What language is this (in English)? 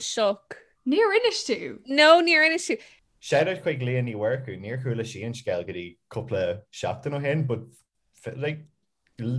Irish